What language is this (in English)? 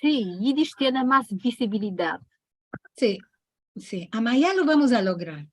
Ladino